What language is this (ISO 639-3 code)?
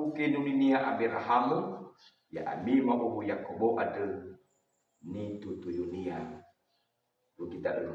nia